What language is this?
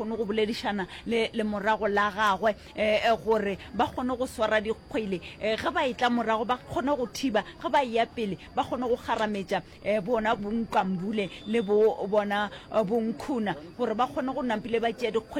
Northern Sotho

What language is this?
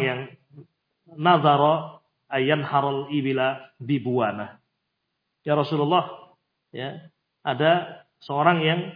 Indonesian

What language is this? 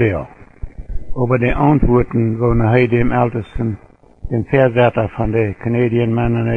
Plautdietsch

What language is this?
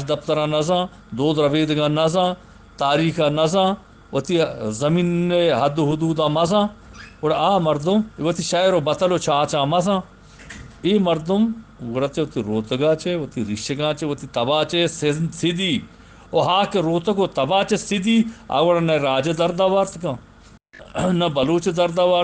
Eastern Balochi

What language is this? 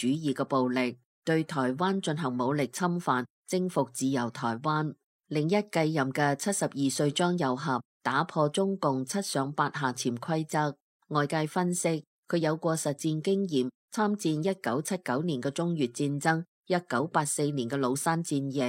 Cantonese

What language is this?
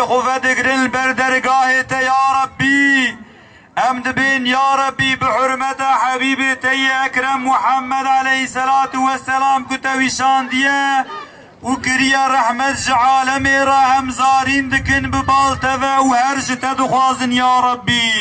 Kurdish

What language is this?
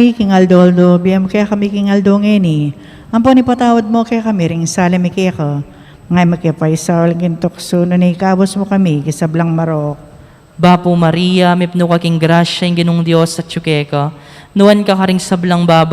Pampanga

